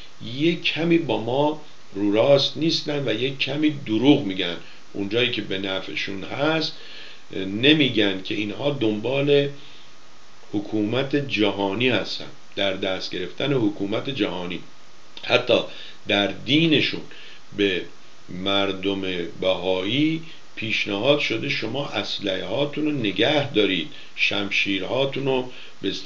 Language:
Persian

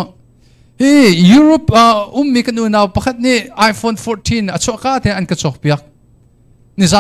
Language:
Hakha Chin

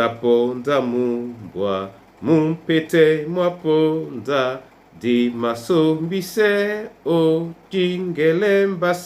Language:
Duala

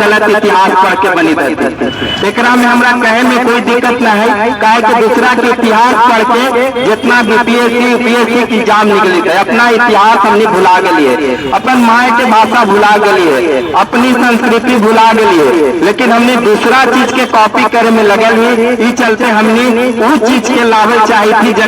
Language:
Magahi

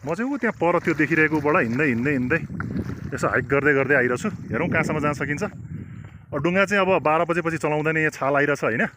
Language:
Nepali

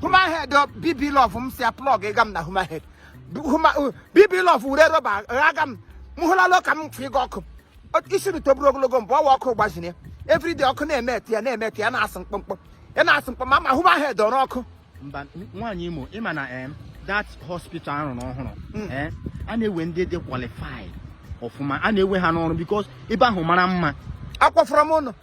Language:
Igbo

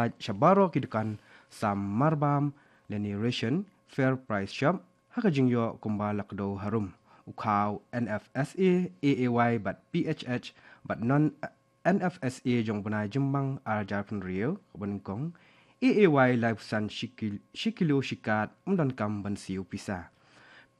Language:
Khasi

